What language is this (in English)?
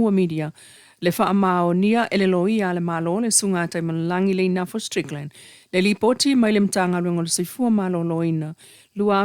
Samoan